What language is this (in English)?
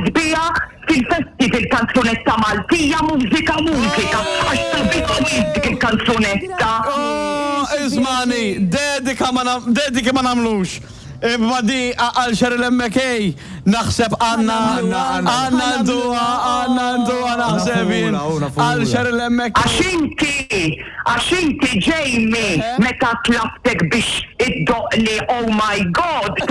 Maltese